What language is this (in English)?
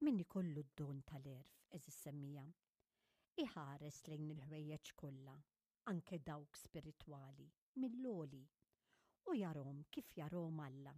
Maltese